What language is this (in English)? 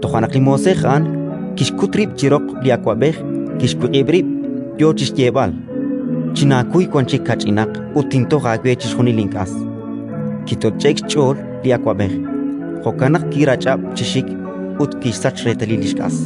Kekchí